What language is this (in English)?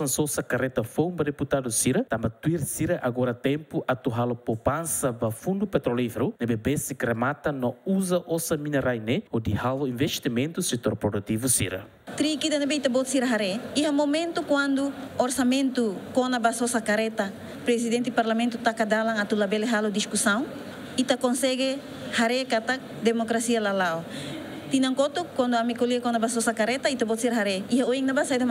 Tetum